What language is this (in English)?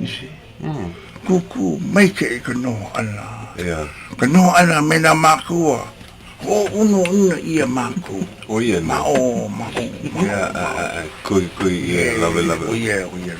Hawaiian